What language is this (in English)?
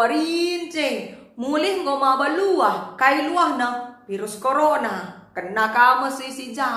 Batak Karo